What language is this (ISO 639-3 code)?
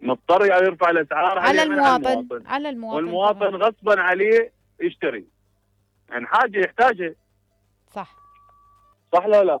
acm